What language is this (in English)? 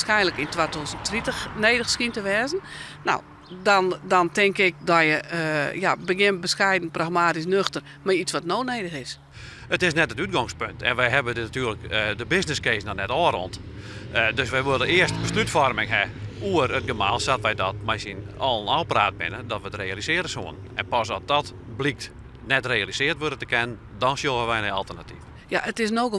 Western Frisian